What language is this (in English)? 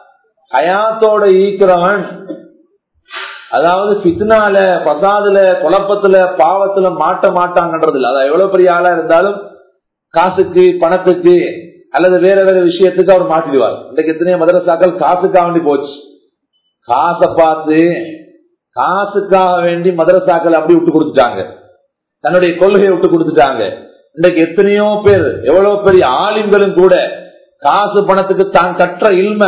Tamil